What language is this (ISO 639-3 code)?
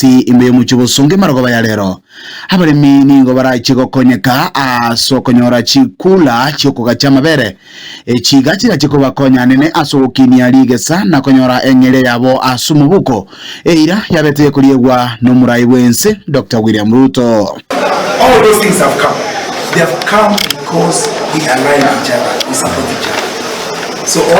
guz